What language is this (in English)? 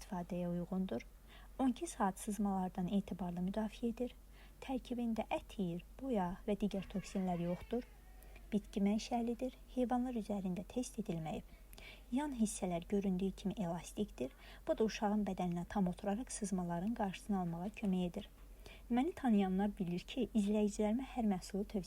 Azerbaijani